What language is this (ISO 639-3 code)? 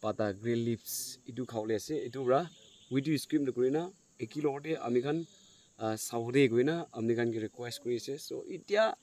nag